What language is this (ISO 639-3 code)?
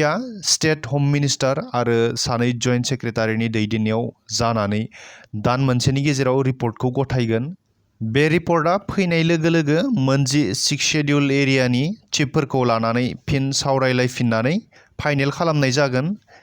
brx